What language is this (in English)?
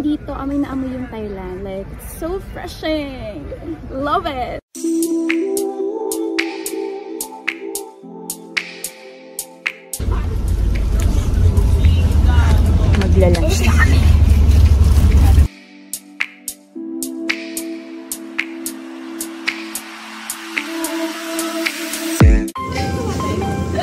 Filipino